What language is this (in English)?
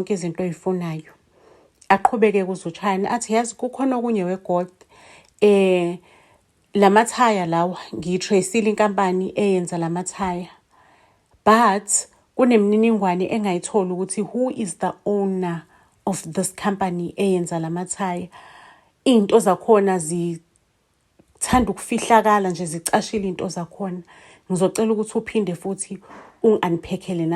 Zulu